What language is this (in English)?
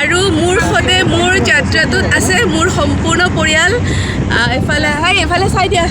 Assamese